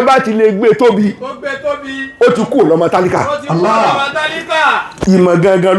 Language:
Yoruba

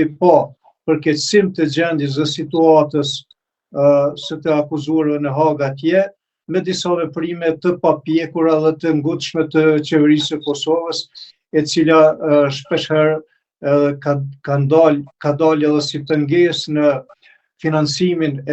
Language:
Albanian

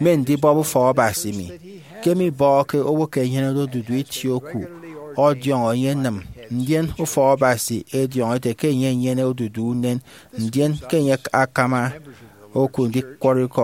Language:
Efik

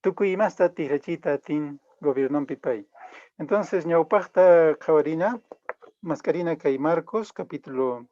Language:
Quechua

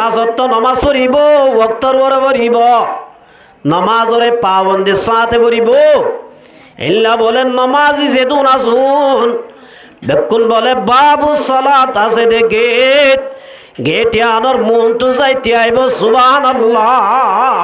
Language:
Rohingya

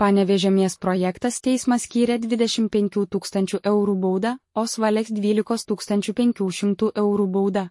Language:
Lithuanian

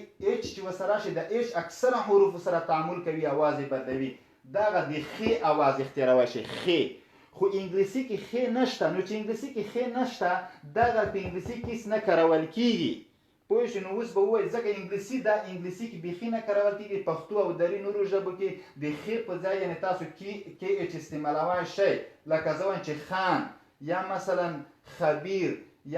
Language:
Pashto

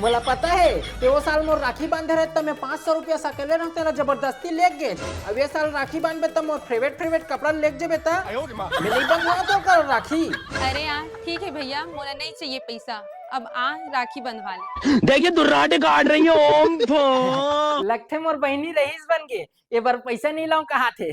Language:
Chhattisgarhi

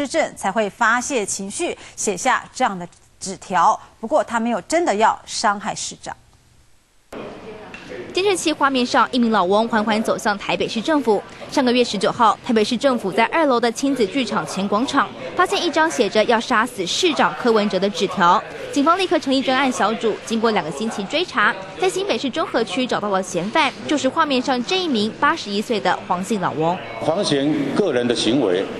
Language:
Chinese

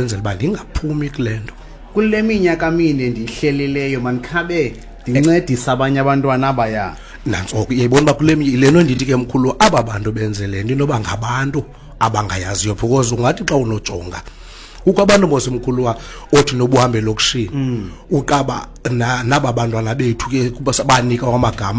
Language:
Xhosa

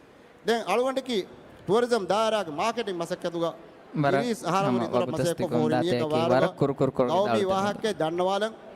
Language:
Divehi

